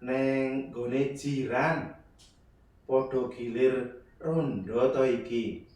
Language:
Javanese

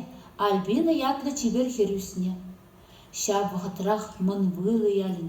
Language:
Chuvash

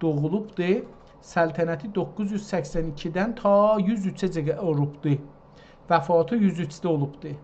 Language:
South Azerbaijani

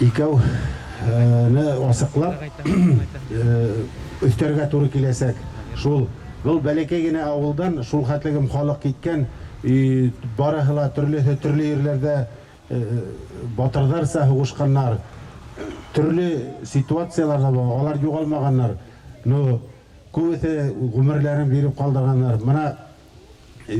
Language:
Bashkir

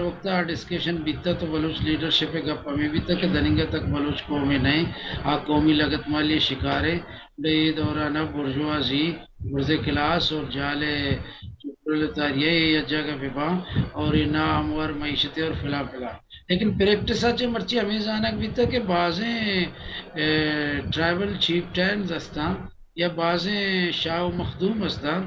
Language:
Baluchi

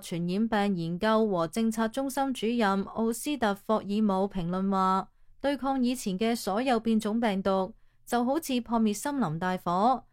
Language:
Cantonese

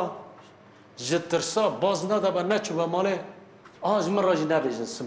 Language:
Kurdish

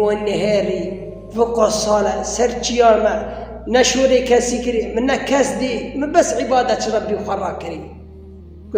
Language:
Kurdish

